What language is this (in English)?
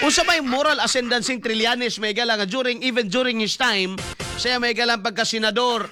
Cebuano